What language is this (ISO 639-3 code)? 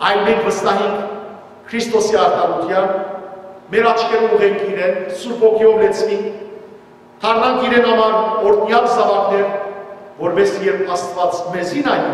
hyw